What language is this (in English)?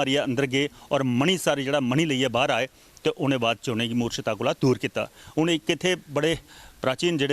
Dogri